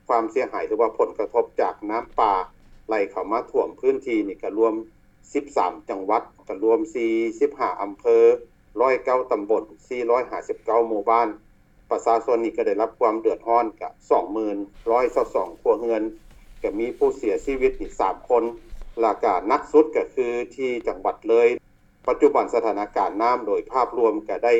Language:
Lao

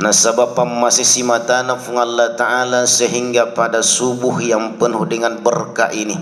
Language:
Buginese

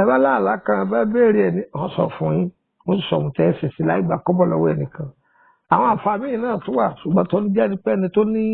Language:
Yoruba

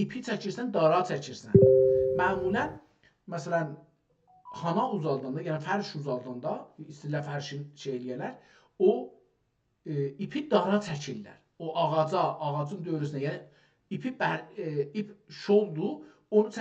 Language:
South Azerbaijani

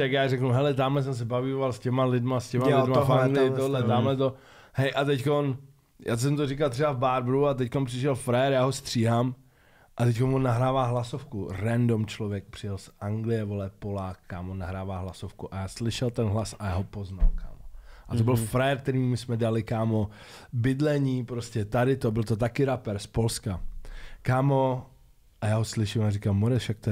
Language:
Czech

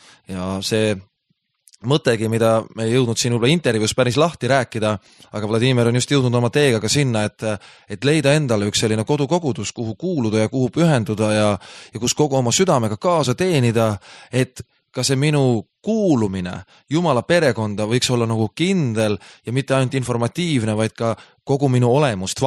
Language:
Estonian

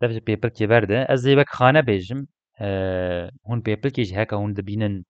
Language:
Kurdish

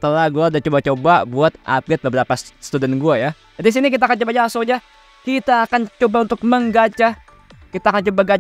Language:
Indonesian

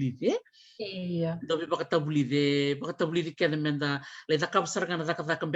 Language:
Fijian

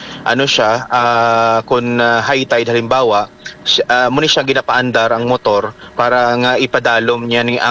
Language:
Hiligaynon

